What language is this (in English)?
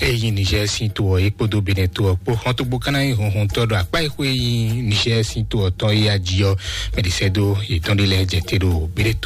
Fon